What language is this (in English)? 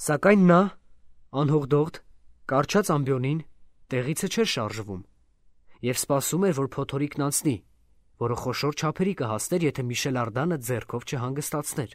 Armenian